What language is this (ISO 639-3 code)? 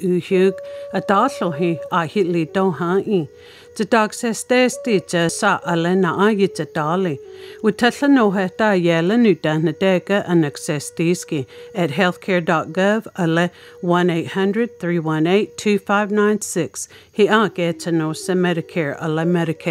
mri